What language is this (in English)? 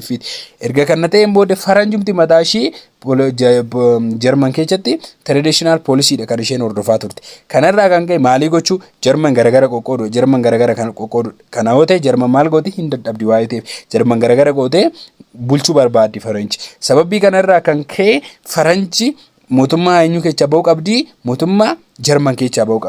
Oromo